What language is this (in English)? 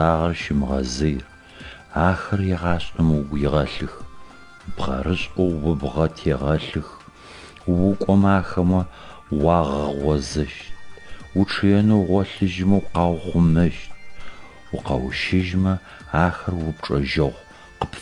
Adyghe